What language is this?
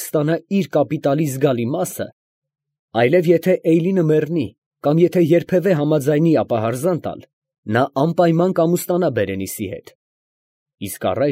Armenian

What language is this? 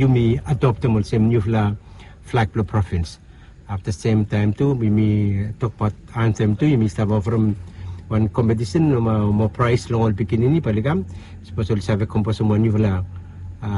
Bislama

